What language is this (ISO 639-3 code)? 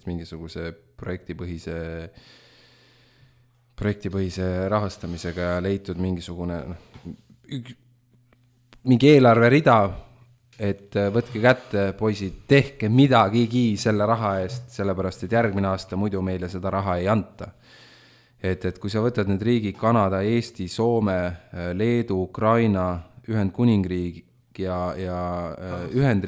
est